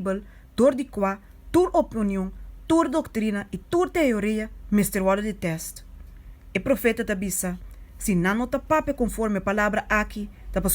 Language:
Papiamento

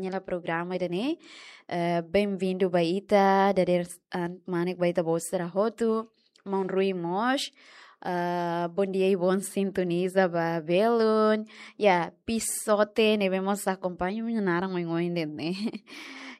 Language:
Tetum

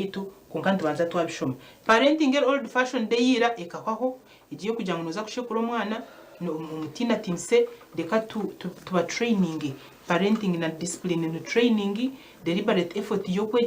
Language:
Nyankole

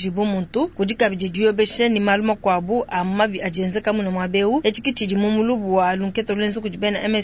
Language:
Luba-Lulua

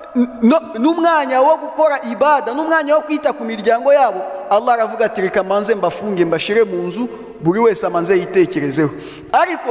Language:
Kinyarwanda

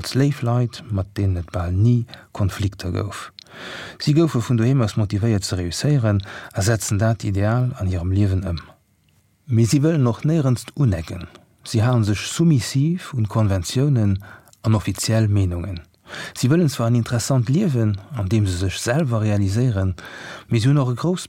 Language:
Luxembourgish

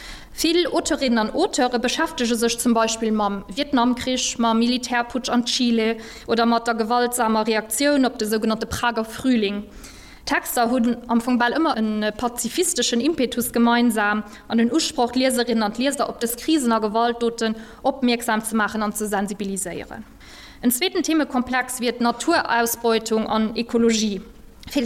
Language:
Luxembourgish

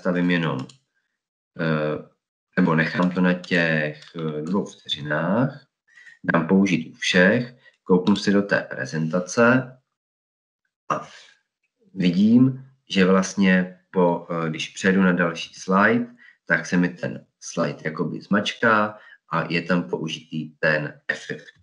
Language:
Czech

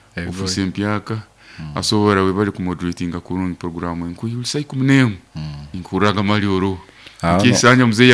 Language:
Nyoro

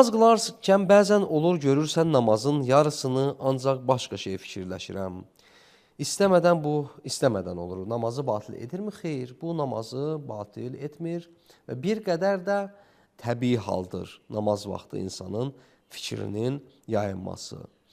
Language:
Azerbaijani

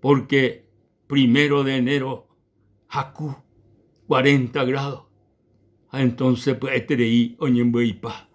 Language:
Guarani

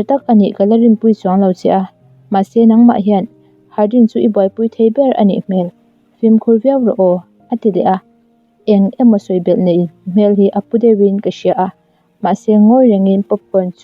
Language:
Mizo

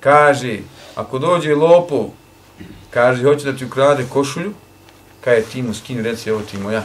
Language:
Bosnian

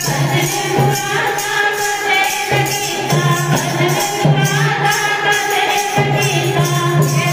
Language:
Bhojpuri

